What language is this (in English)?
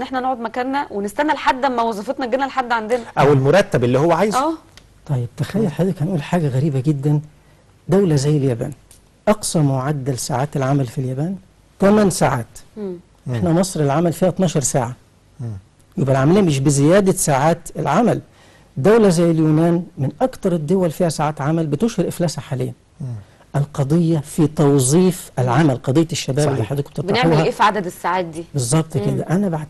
Egyptian Arabic